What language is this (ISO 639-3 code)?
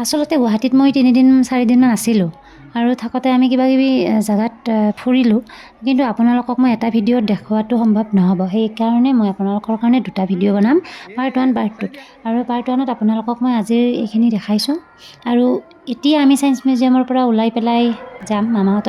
asm